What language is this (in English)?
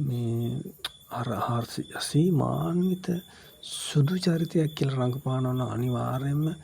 Sinhala